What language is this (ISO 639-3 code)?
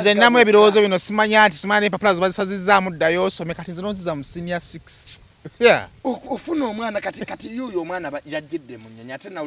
lug